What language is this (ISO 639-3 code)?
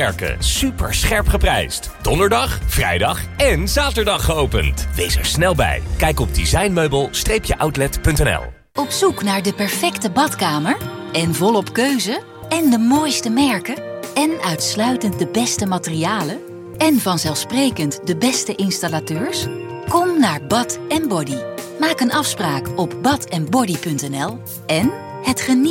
nld